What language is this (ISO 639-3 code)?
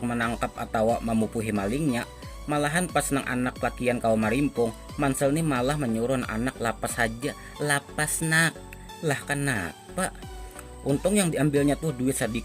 bjn